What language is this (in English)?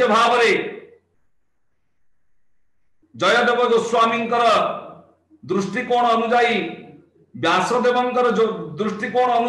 Odia